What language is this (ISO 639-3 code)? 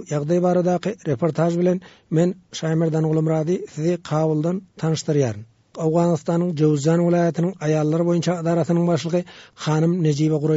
tuk